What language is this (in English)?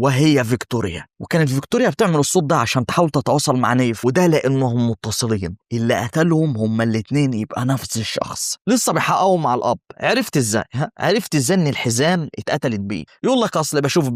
Egyptian Arabic